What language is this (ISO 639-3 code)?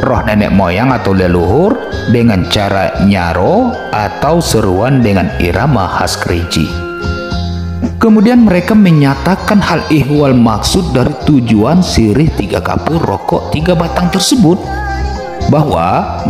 ind